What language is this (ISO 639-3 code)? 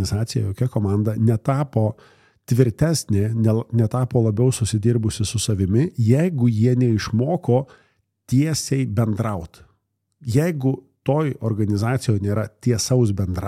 lit